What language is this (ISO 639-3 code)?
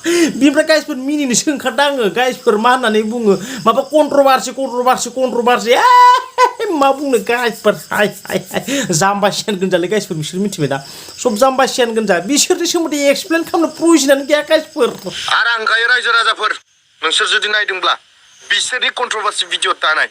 brx